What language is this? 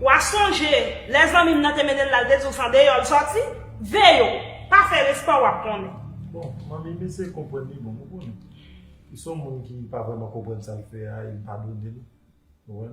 Haitian Creole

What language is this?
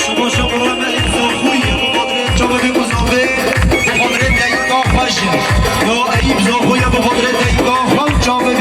Kurdish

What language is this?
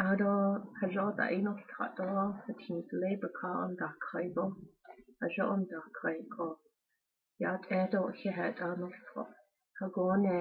Navajo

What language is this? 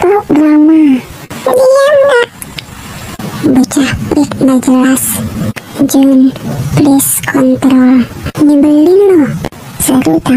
Indonesian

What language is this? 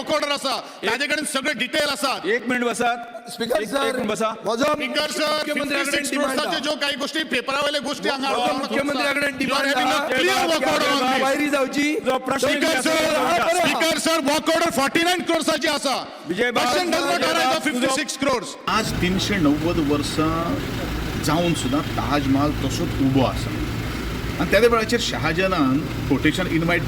Konkani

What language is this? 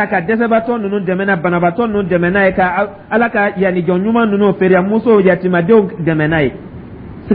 Dyula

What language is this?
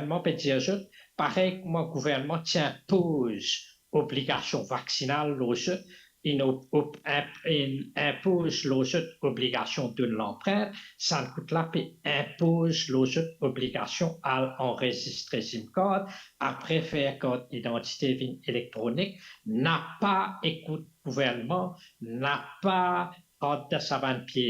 Morisyen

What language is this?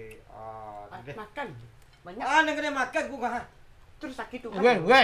Minangkabau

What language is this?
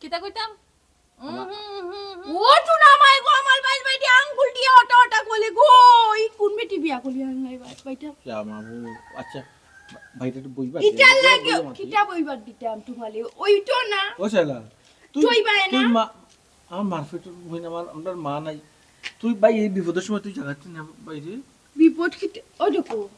Sylheti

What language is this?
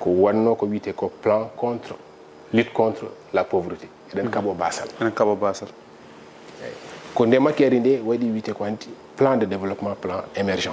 Fula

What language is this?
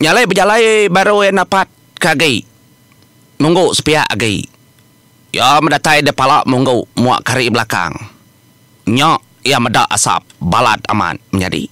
Iban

